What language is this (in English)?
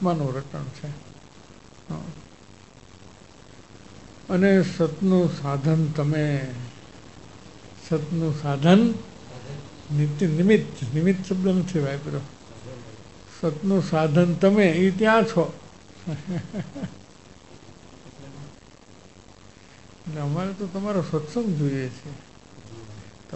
Gujarati